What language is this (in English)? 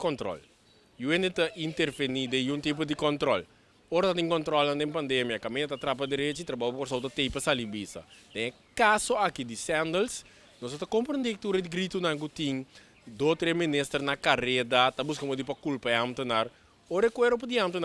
Papiamento